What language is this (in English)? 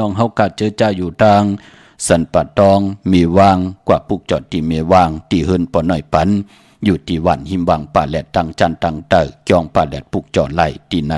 Shan